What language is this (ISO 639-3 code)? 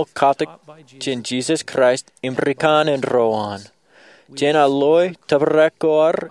mah